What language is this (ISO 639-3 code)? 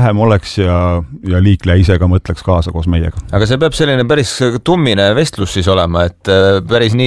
est